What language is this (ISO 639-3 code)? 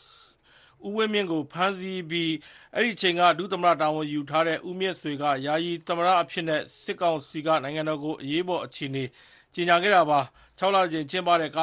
mya